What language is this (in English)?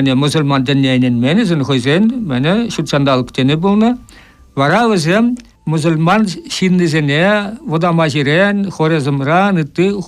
Chuvash